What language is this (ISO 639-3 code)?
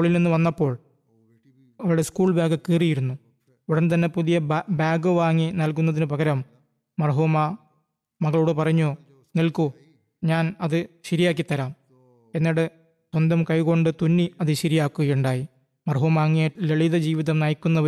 mal